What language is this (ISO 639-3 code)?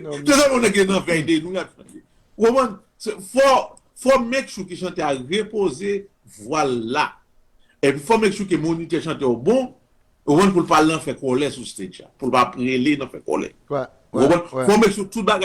hat